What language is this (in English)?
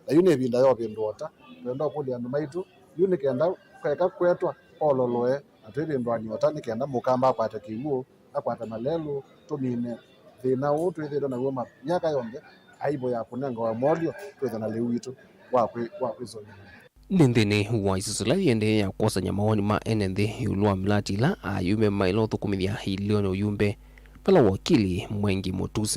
Kamba